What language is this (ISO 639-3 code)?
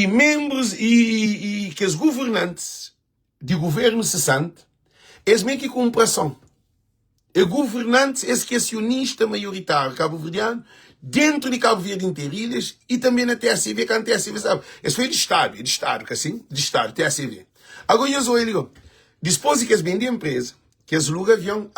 kea